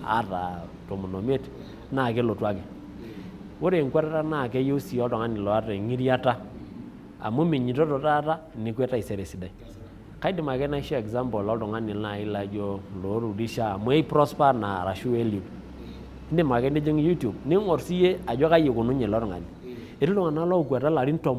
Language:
Masai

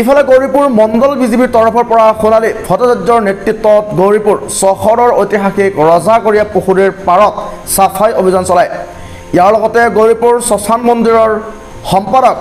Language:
Assamese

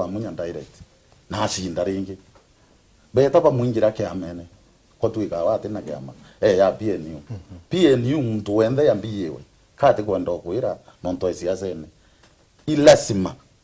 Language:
Meru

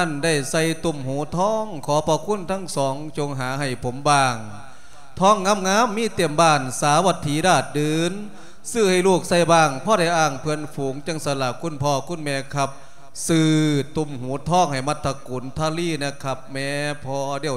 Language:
Lao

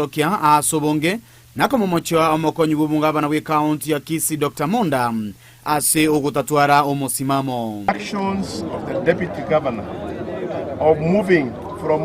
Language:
Gusii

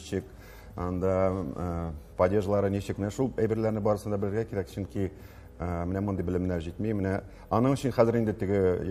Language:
Tatar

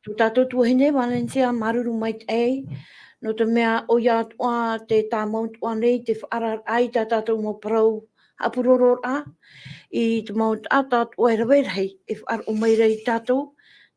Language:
Tahitian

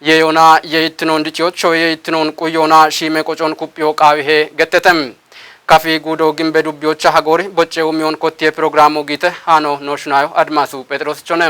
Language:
Kafa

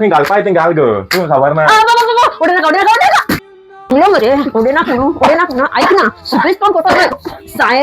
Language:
Konkani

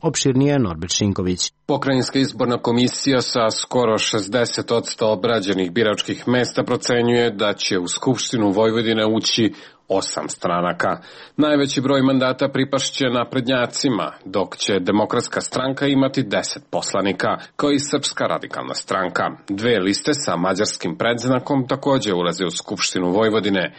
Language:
Serbian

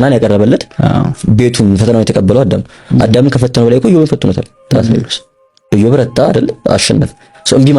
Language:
Amharic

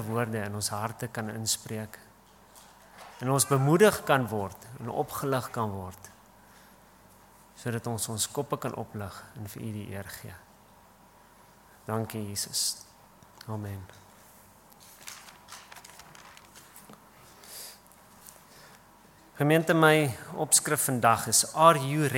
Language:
Afrikaans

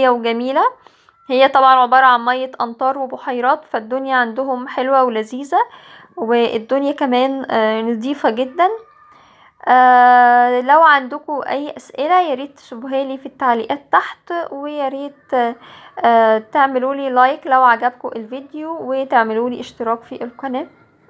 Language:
Egyptian Arabic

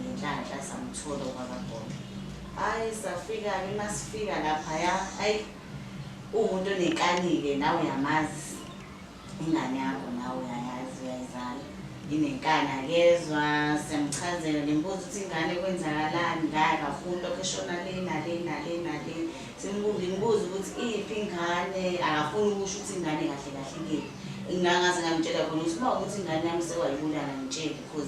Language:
Zulu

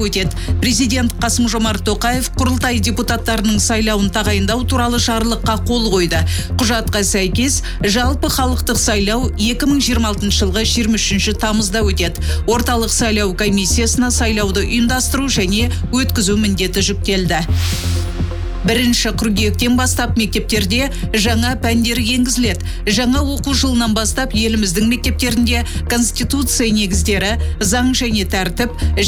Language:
Kazakh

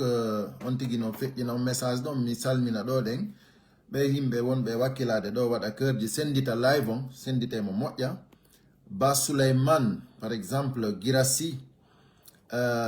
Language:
Pular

